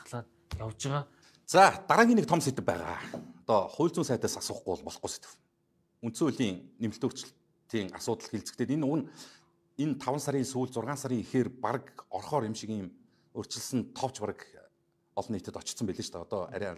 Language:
Mongolian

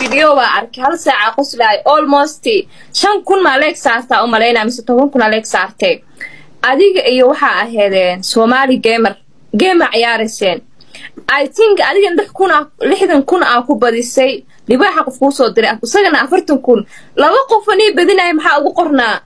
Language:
Somali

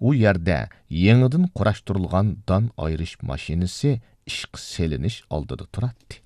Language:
Uyghur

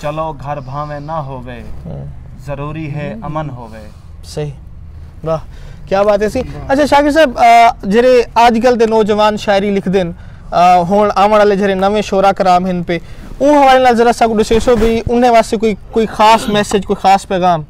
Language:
Saraiki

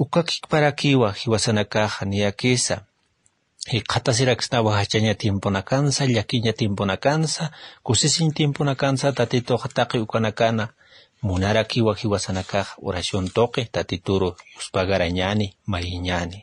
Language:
Aymara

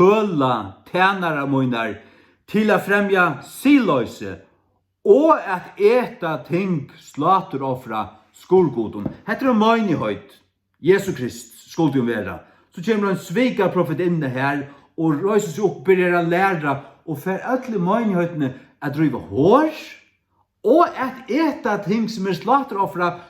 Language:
Faroese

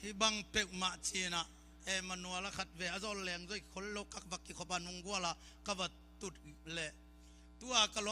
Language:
Tedim Chin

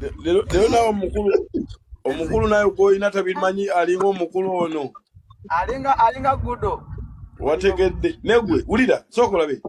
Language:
Ganda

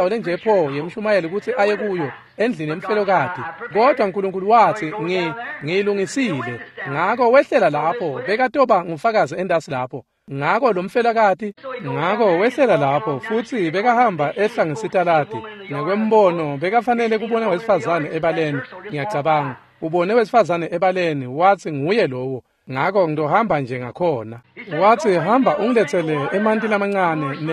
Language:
Swati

